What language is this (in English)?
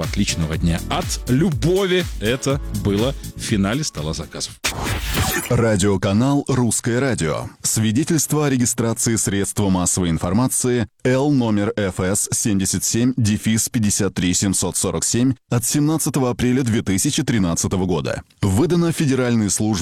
Russian